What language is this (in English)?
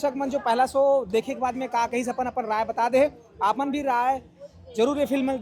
Chhattisgarhi